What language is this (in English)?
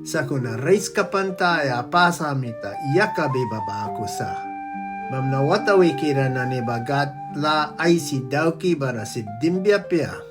Mískito